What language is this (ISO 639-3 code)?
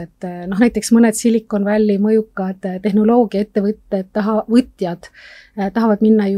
est